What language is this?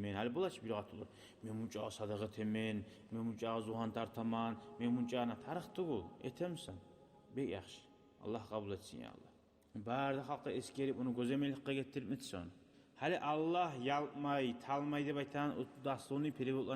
Kumyk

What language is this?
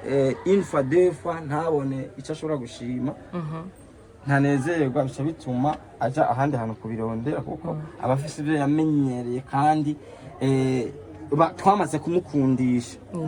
Rundi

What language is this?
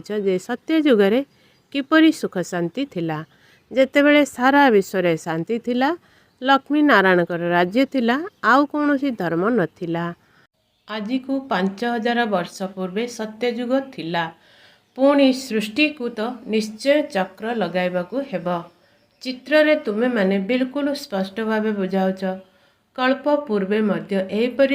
Odia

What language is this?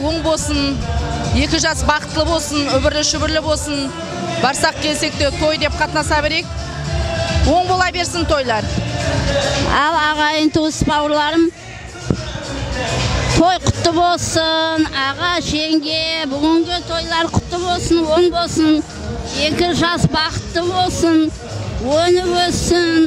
Kara-Kalpak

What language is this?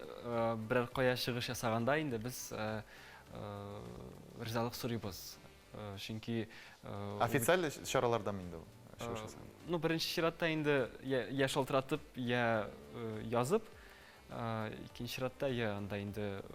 Tatar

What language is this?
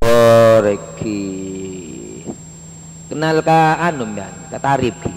Madurese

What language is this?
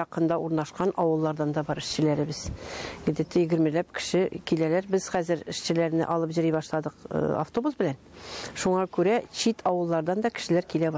Tatar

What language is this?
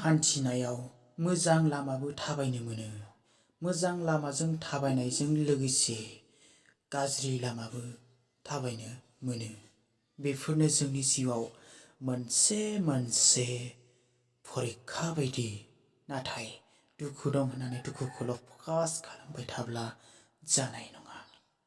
Bodo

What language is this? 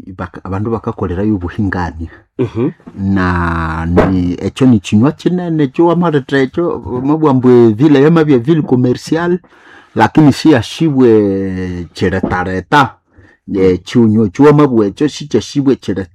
Nande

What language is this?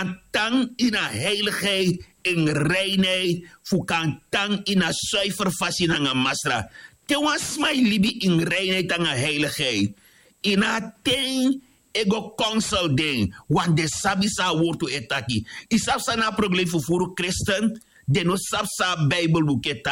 Sranan Tongo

